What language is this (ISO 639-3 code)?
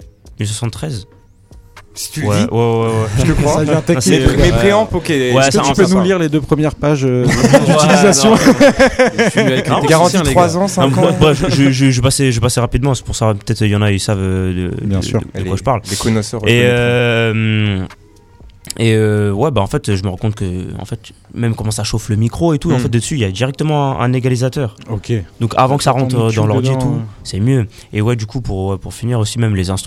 fra